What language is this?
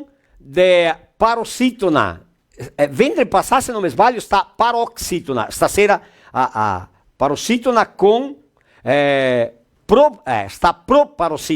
Venetian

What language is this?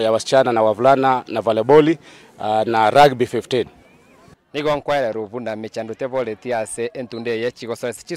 Gusii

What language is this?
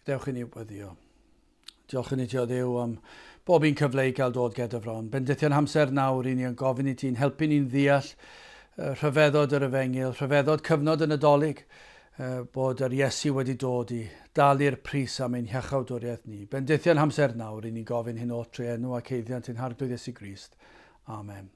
Welsh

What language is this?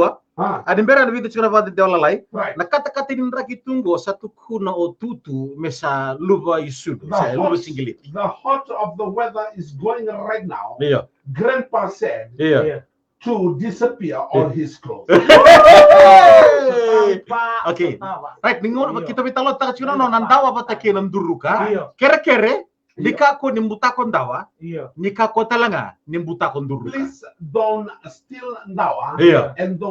Fijian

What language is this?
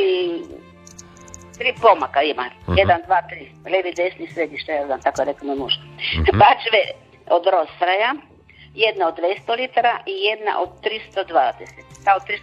Croatian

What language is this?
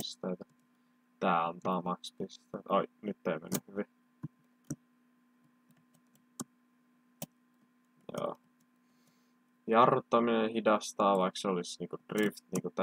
Finnish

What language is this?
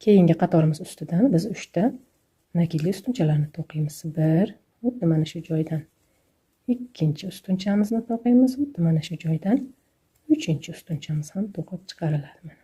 Uzbek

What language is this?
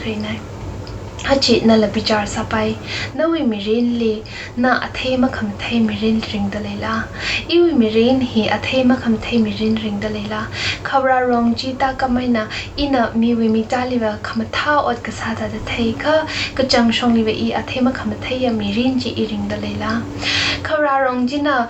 Tangkhul Naga (India)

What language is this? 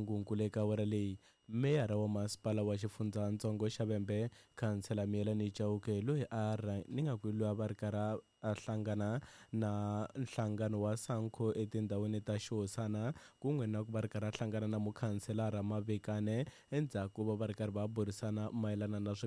Tsonga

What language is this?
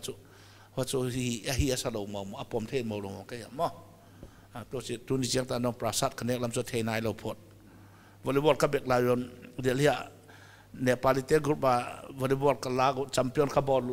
Paite Chin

